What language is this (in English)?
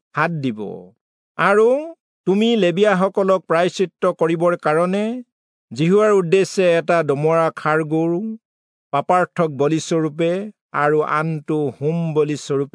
Assamese